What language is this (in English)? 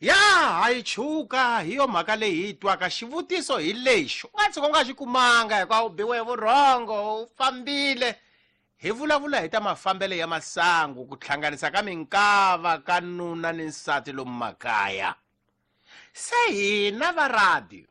Tsonga